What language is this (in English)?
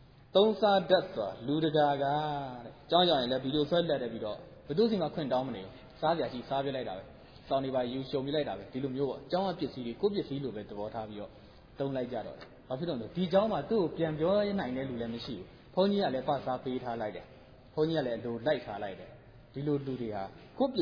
Burmese